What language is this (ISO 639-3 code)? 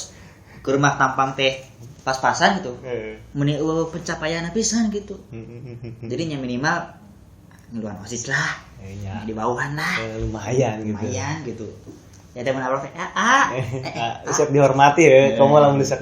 sun